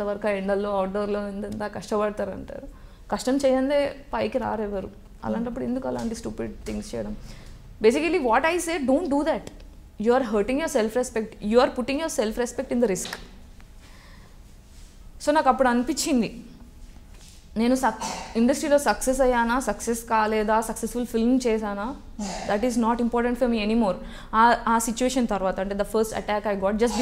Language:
Telugu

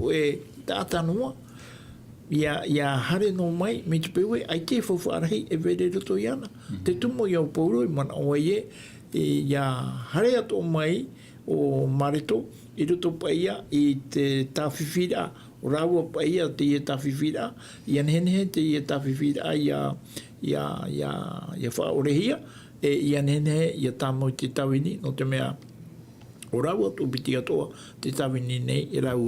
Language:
Tahitian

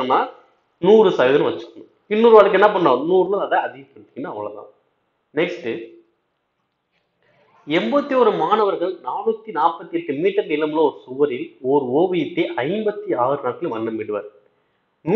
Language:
Tamil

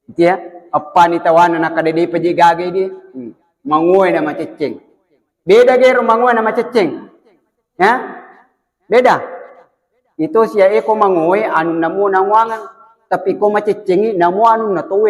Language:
Buginese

